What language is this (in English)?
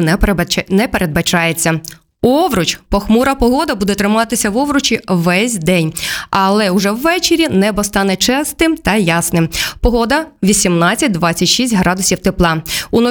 Ukrainian